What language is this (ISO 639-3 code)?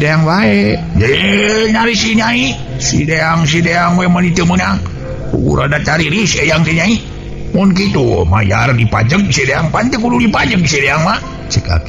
sun